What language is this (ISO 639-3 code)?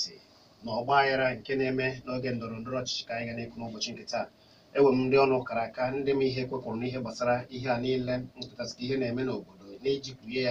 ibo